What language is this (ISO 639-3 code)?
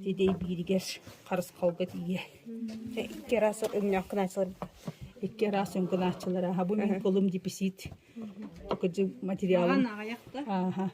sah